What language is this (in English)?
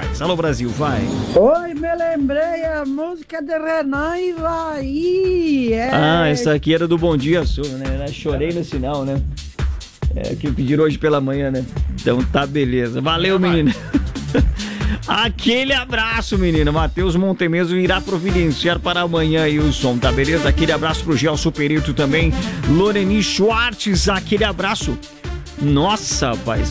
Portuguese